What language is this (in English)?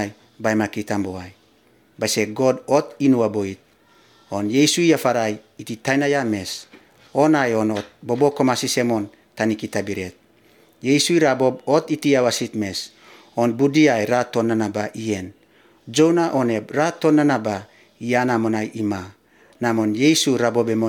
Lithuanian